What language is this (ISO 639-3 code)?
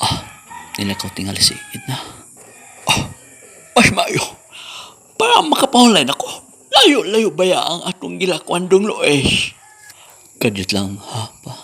ceb